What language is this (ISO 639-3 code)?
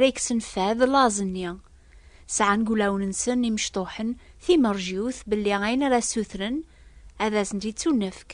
kab